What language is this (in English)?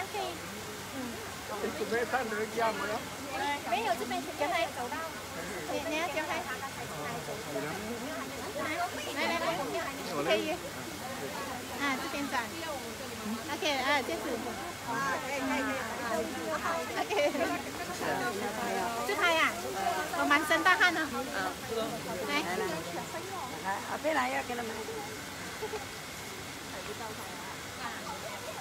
Chinese